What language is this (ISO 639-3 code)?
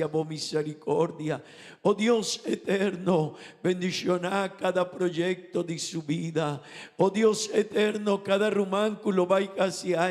pap